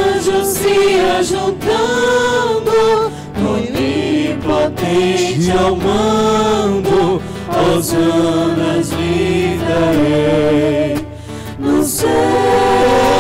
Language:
Portuguese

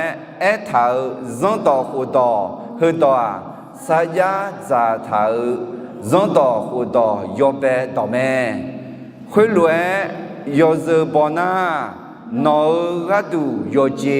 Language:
Akha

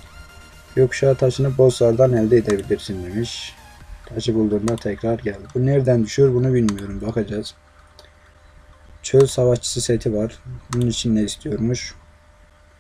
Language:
Turkish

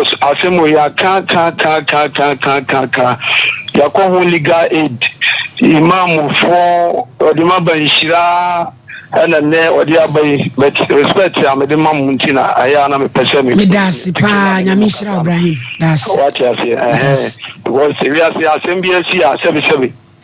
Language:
Akan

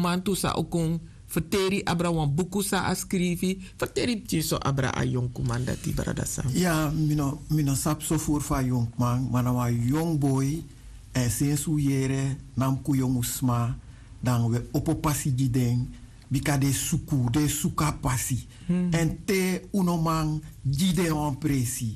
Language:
Sranan Tongo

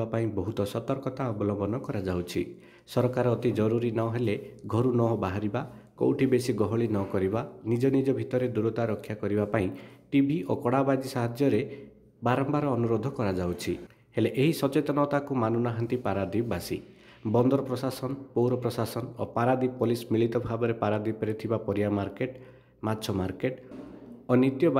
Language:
Odia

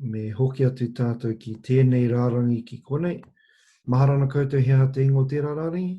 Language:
Māori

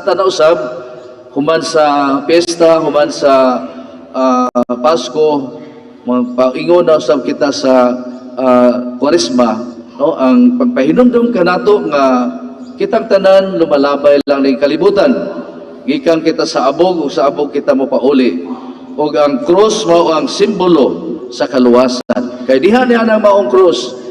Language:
Cebuano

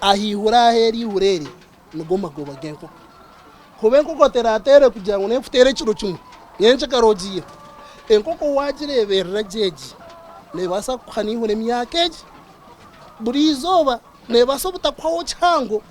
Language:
Nyankole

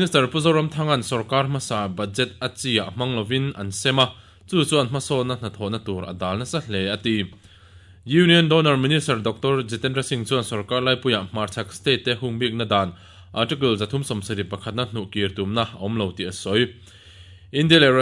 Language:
Mizo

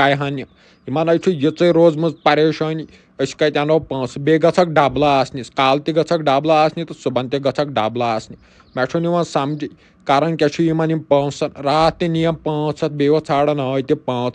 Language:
Kashmiri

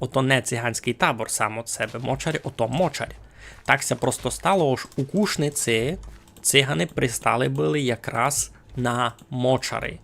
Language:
Rusyn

